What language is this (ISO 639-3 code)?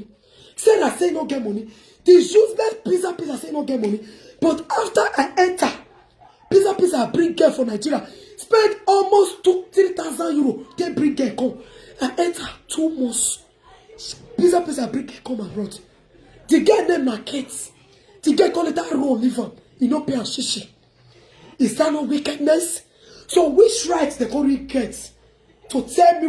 pcm